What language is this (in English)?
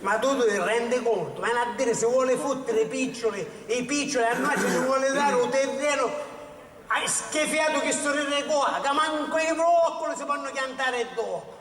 Sicilian